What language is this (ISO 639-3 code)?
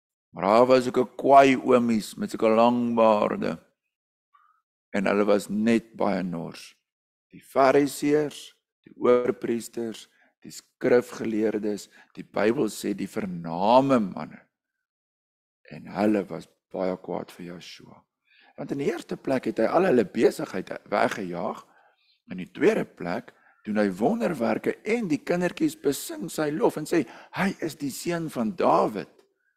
afr